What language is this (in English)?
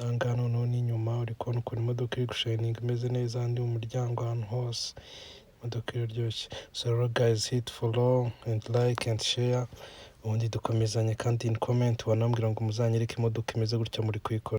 Kinyarwanda